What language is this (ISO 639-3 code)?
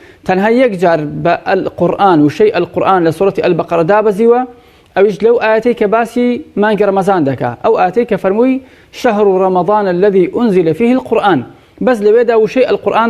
ckb